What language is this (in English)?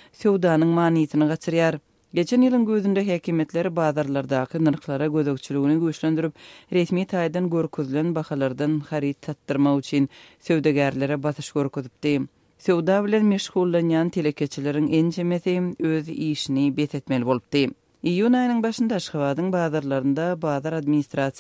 Turkmen